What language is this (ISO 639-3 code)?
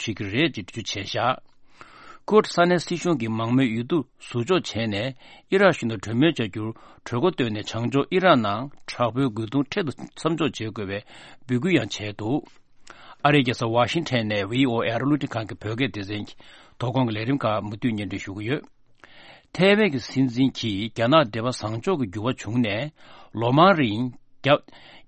bod